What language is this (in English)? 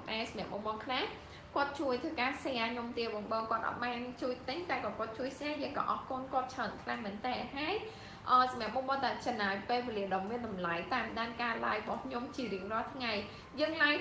Khmer